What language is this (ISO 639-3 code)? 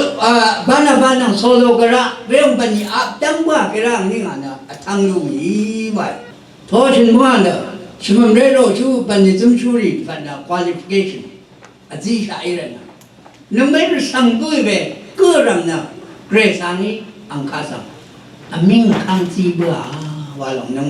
raw